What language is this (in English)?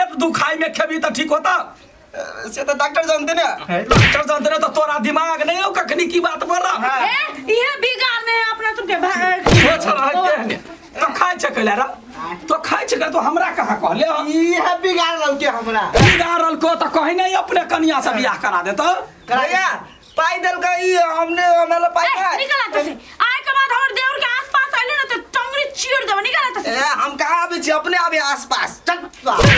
Maithili